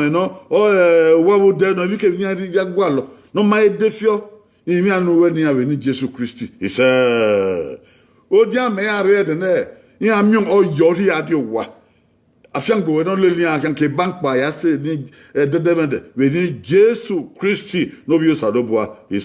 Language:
Bini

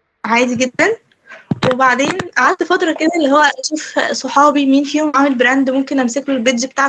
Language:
Egyptian Arabic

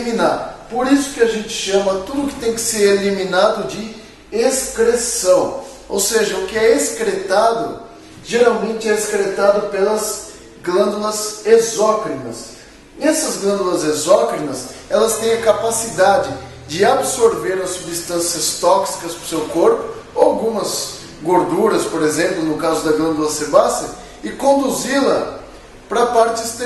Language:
Portuguese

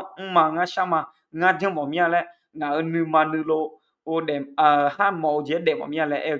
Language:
Akha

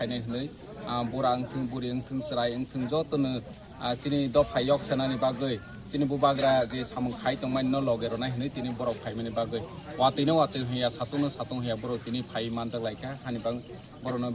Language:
Kok Borok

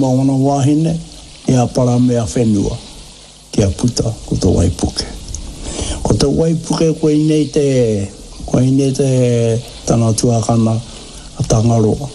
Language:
Māori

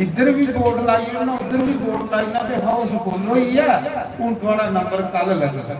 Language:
Dogri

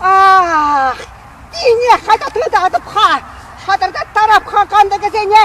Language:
Chuvash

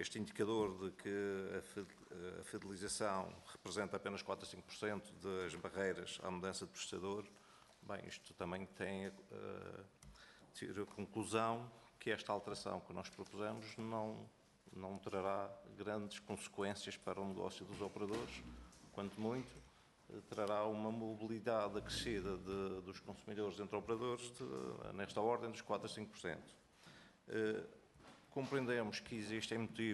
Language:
Portuguese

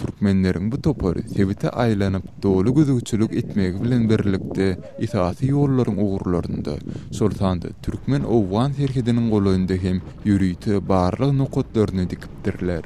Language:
Turkmen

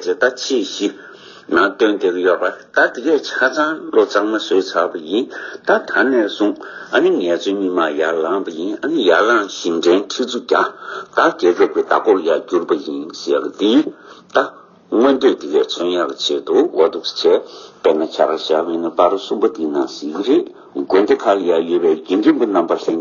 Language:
Tibetan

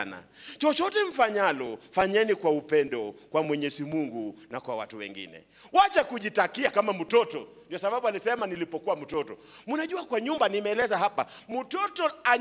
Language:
Swahili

